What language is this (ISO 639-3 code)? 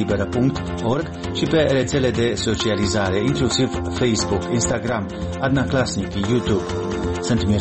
ron